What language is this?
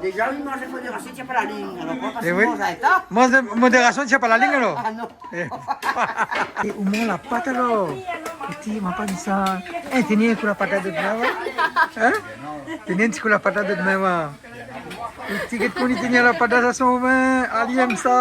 Réunion Creole French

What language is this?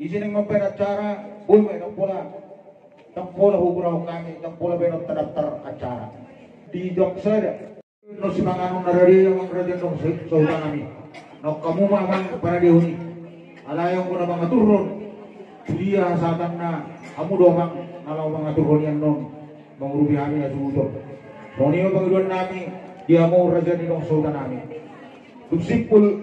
Batak Toba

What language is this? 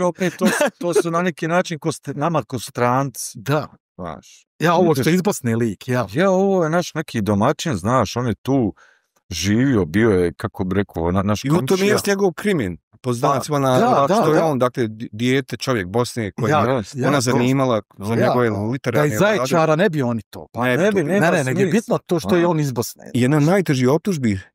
Bosnian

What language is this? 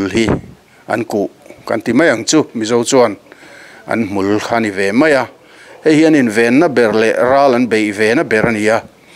Mizo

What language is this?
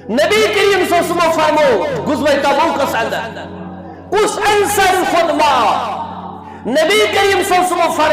Kashmiri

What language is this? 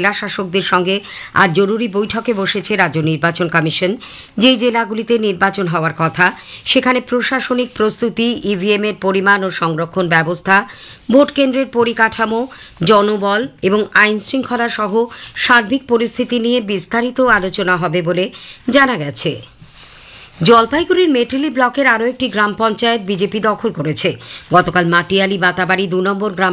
Bangla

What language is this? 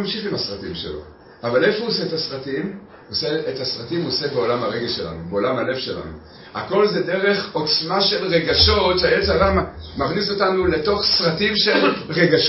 Hebrew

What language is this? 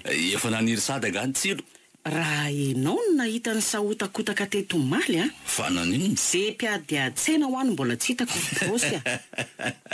Malagasy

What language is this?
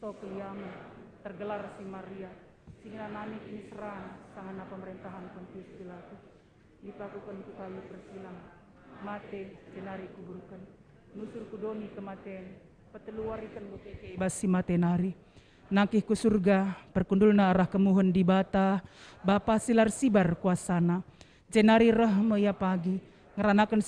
Batak Karo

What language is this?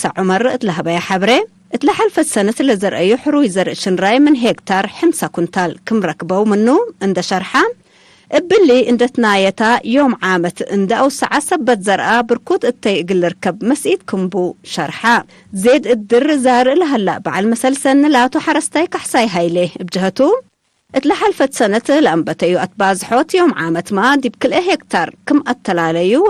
Tigre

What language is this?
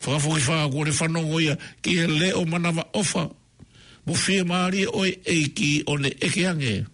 Tongan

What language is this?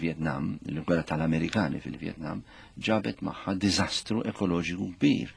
Maltese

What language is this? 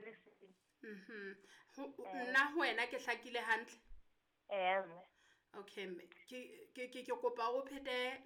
Southern Sotho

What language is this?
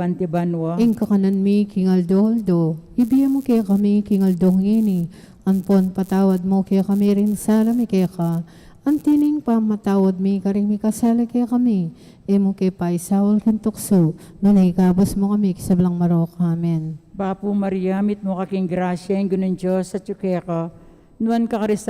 Pampanga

